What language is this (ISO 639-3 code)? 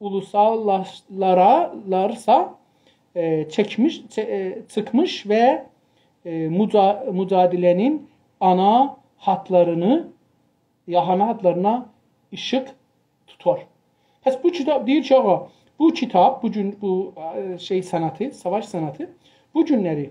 azb